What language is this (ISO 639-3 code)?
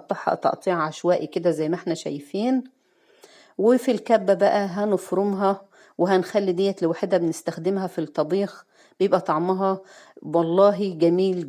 arz